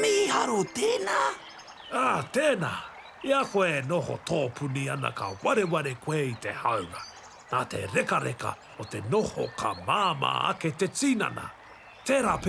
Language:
Māori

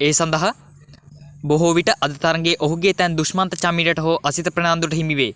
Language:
Sinhala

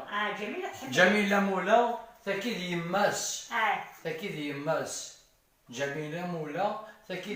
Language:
Kabyle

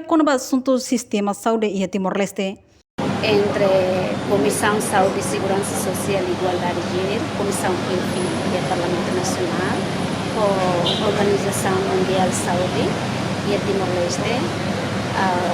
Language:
Tetum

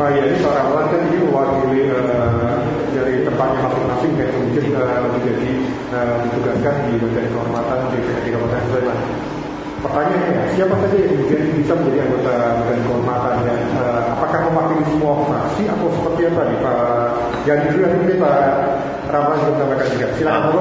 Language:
Indonesian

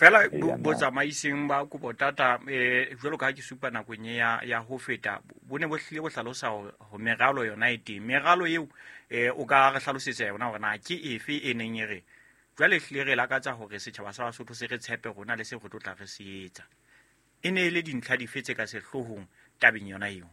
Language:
Southern Sotho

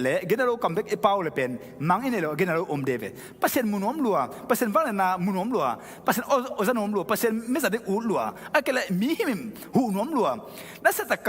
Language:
Tedim Chin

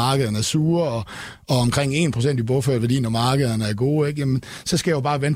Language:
Danish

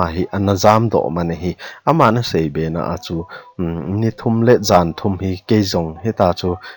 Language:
Thado Chin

